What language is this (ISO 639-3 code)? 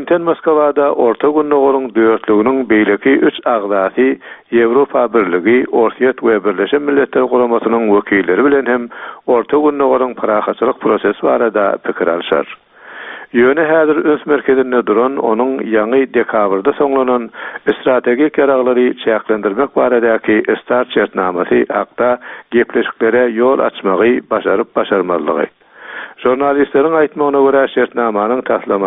tuk